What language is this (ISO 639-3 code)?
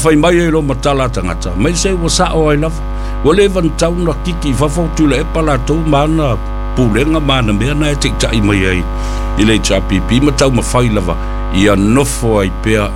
smo